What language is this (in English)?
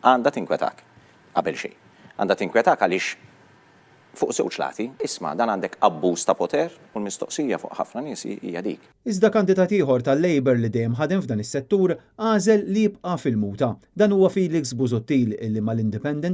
Maltese